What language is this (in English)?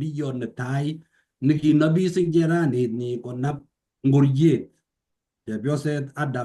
Kalenjin